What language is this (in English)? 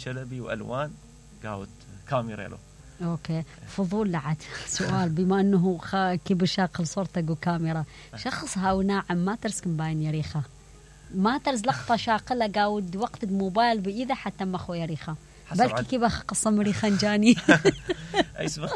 Mesopotamian Arabic